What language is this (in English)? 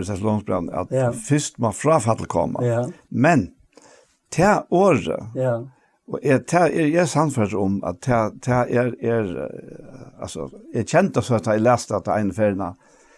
Faroese